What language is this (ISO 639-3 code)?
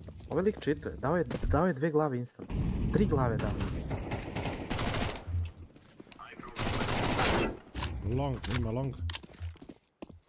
srp